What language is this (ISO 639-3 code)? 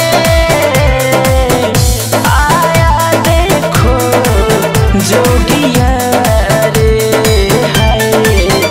bho